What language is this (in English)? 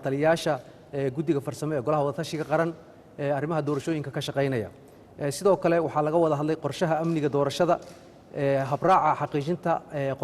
Somali